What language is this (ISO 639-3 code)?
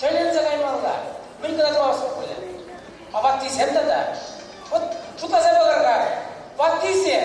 chv